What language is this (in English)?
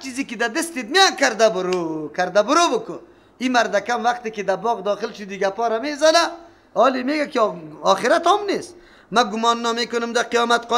Persian